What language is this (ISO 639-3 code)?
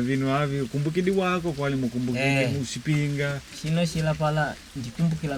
kde